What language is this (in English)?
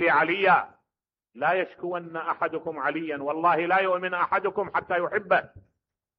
Mesopotamian Arabic